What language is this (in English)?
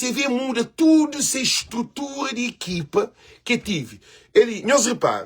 Kabuverdianu